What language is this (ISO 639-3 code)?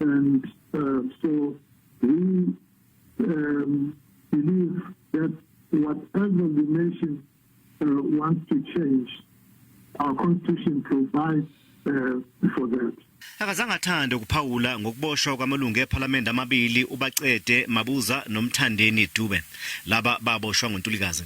zul